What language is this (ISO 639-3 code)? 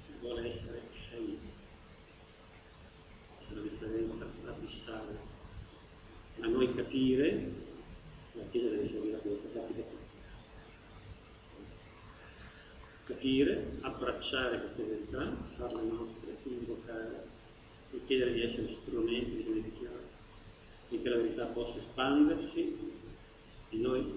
ita